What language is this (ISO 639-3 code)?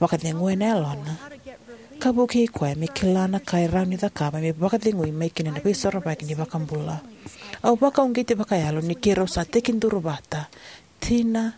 fij